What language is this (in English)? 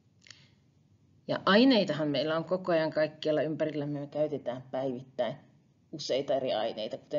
Finnish